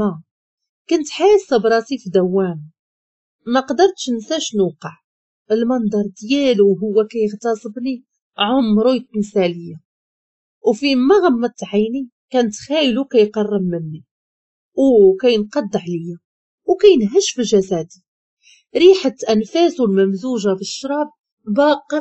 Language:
Moroccan Arabic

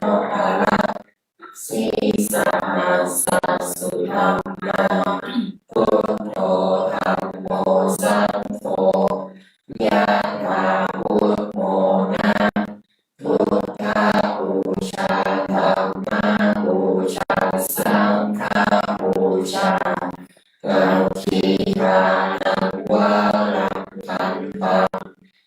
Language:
Pali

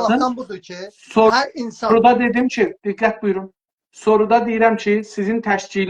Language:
South Azerbaijani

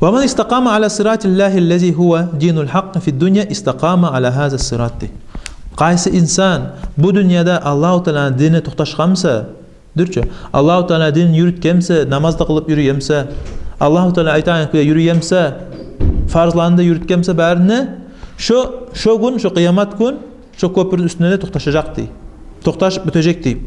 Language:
Kumyk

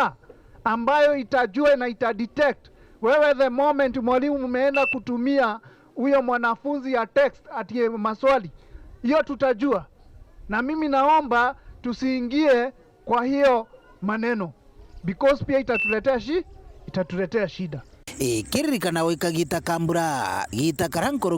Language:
Meru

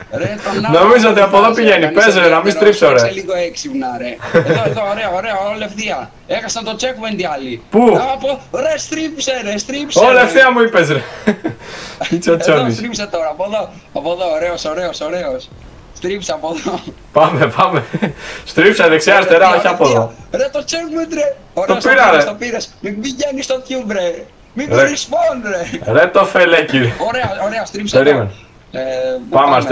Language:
Greek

